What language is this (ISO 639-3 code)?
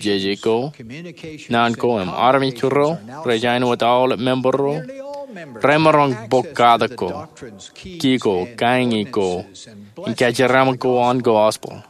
mah